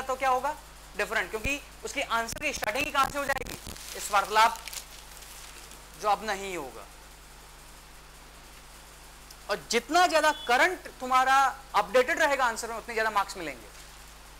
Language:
Hindi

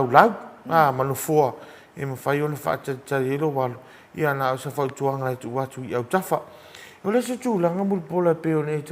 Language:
Samoan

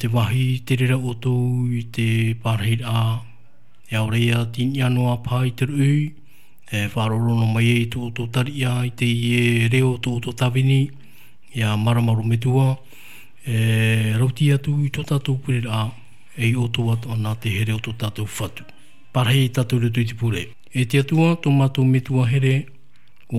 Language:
Tahitian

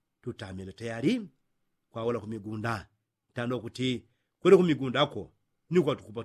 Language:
Yao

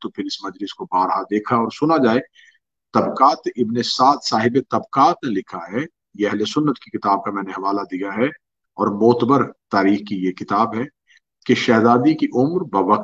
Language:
Urdu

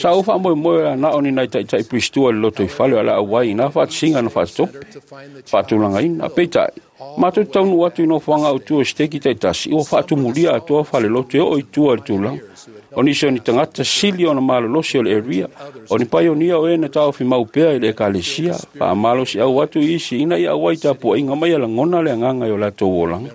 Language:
Samoan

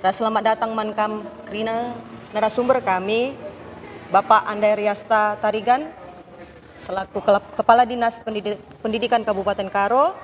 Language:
Batak Karo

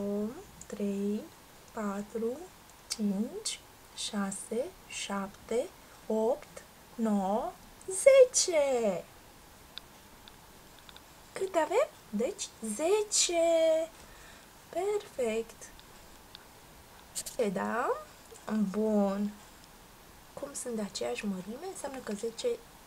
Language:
Romanian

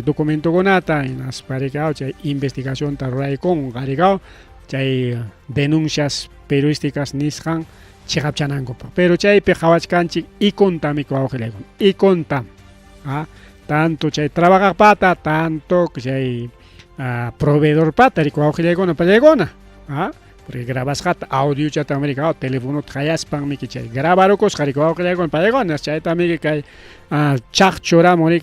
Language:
Ayacucho Quechua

